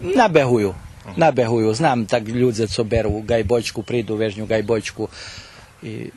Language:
Rusyn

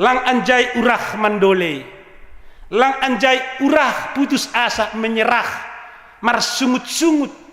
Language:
Batak Simalungun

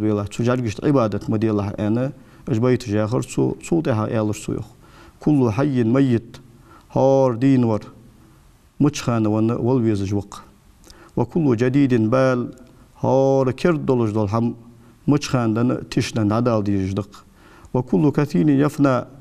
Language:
Ingush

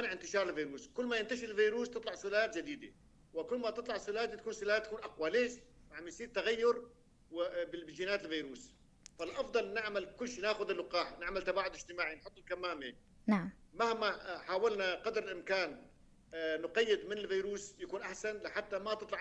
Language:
North Levantine Arabic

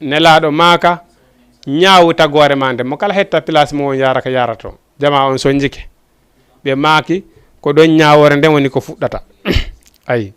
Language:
Fula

